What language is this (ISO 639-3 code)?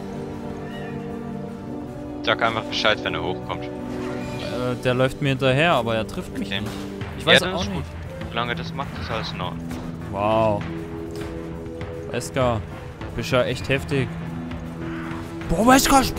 deu